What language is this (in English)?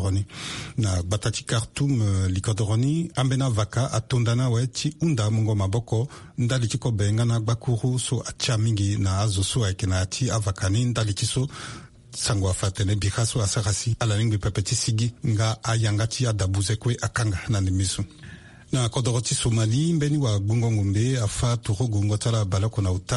Sango